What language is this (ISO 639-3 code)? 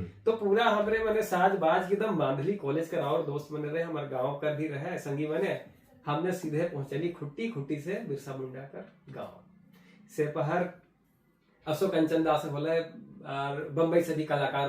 sck